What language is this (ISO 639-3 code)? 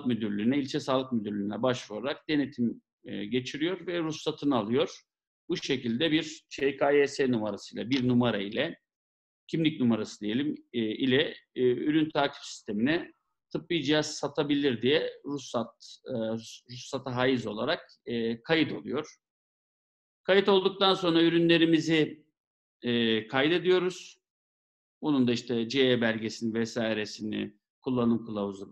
tur